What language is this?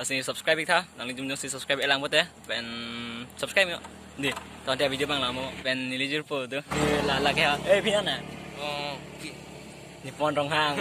Karbi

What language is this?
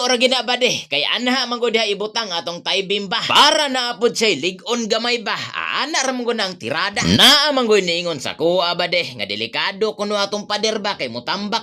Cebuano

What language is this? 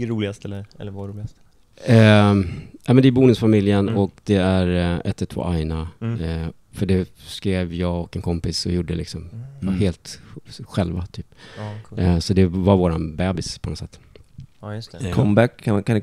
Swedish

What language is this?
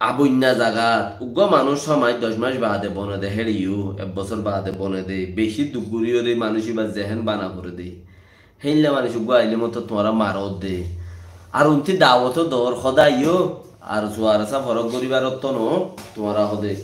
Rohingya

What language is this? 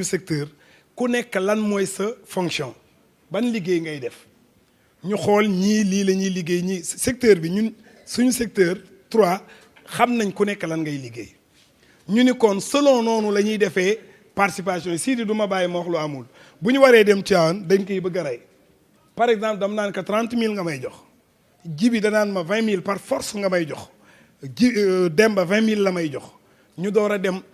Wolof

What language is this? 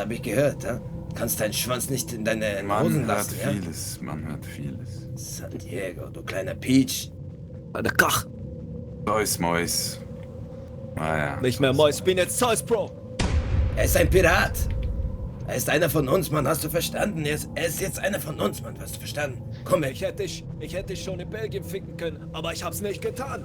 Swiss German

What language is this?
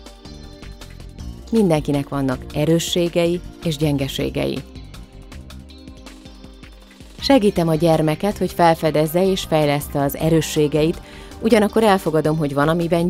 Hungarian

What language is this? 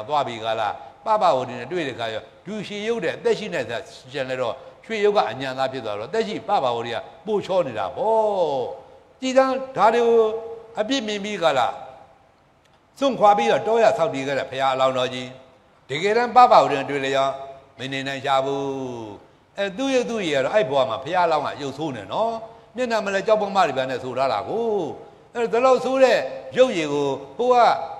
Burmese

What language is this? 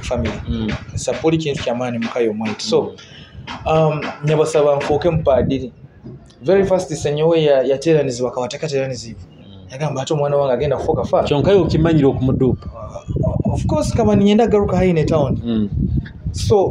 Nyoro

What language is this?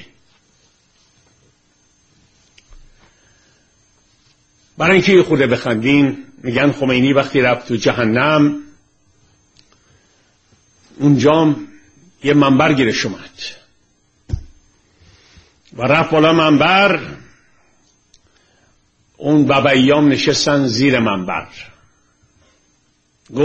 Persian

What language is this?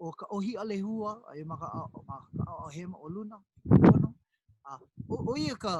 Hawaiian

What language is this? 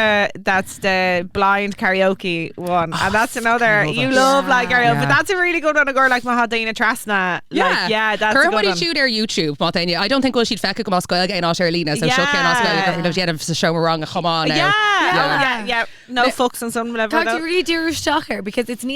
Irish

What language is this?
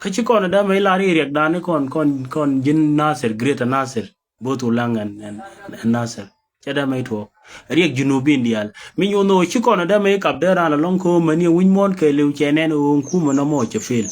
Nuer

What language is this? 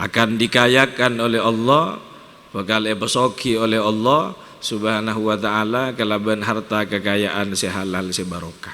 Madurese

